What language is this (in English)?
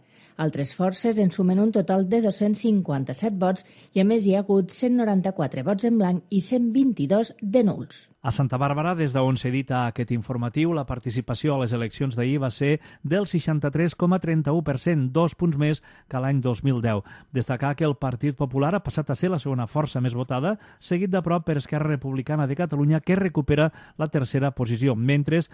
Catalan